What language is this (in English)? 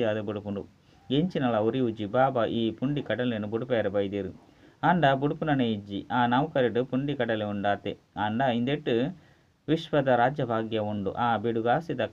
Tulu